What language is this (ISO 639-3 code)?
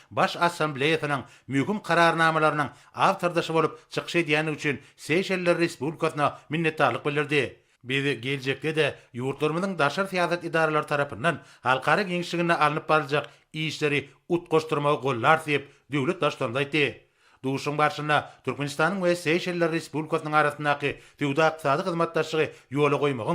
tuk